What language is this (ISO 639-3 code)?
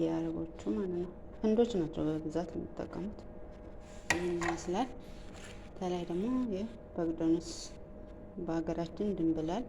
amh